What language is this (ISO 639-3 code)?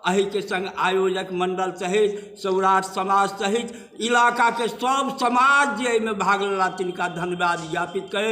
mai